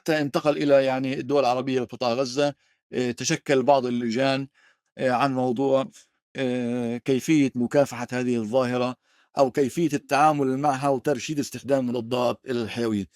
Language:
North Levantine Arabic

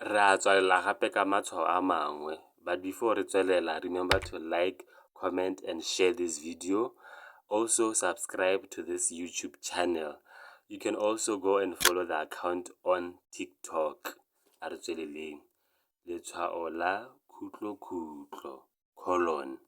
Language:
Tswana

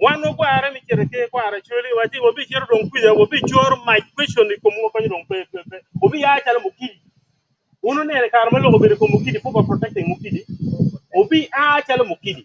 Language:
Acoli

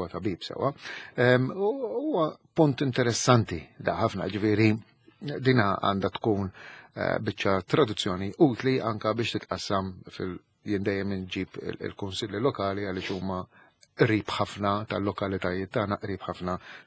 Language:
Maltese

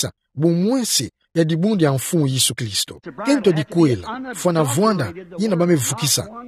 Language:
Kituba (Democratic Republic of Congo)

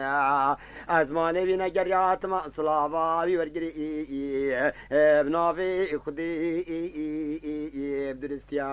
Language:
Kurdish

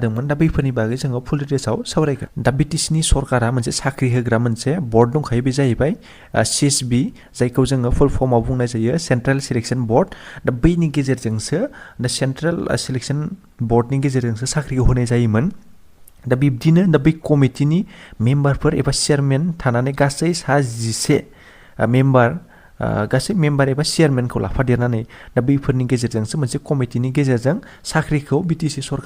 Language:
Bodo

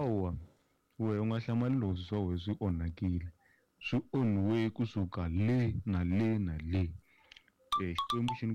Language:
Tsonga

